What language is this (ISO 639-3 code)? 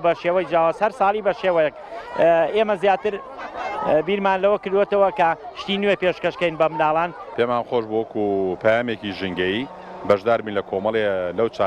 ckb